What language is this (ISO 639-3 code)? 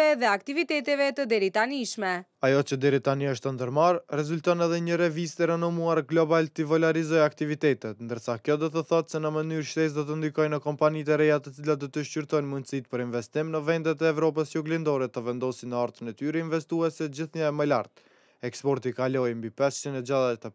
sqi